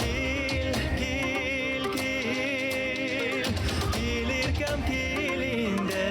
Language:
Bashkir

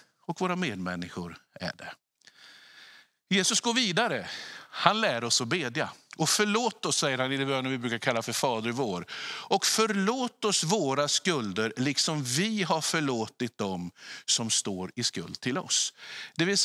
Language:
Swedish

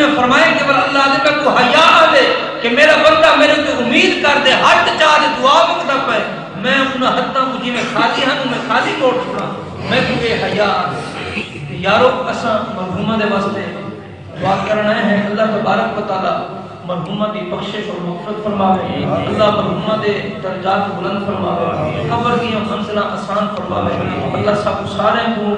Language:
Saraiki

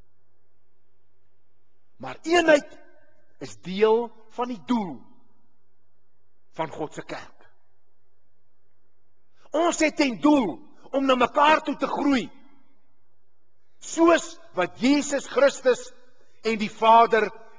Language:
Afrikaans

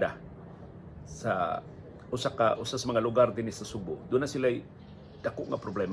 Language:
Cebuano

